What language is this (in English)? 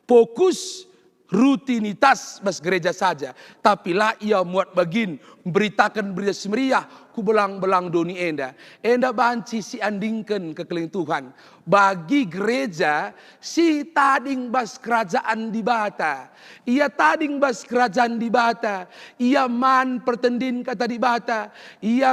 Batak Karo